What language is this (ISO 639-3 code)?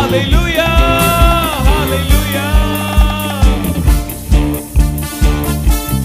tam